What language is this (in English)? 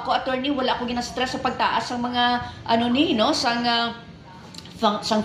Hiligaynon